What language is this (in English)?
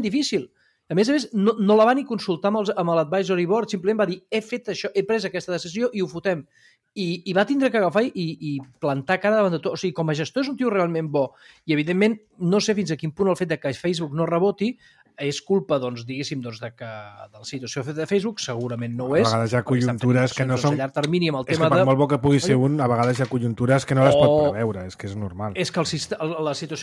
Catalan